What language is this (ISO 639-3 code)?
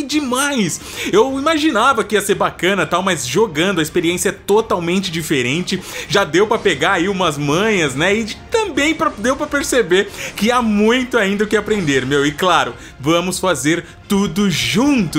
por